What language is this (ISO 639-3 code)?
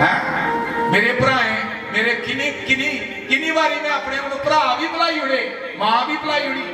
doi